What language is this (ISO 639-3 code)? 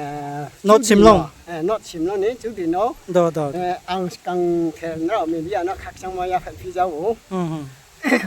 ria